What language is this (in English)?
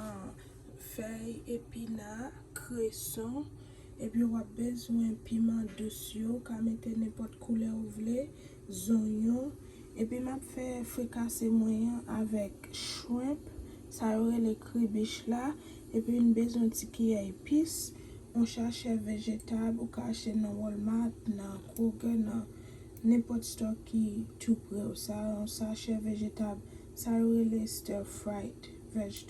Haitian Creole